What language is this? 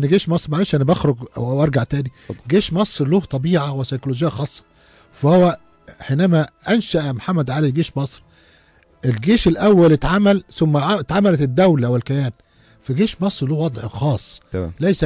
Egyptian Arabic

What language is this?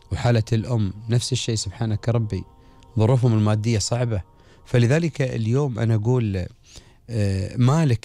Gulf Arabic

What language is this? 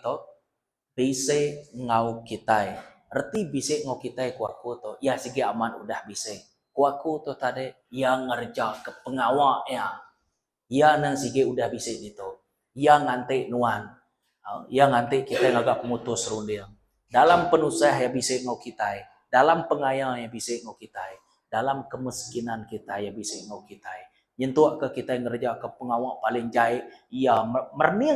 Iban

